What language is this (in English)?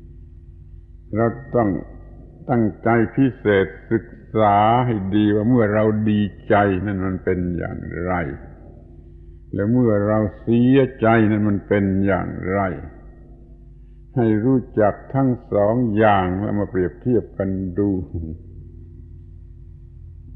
Thai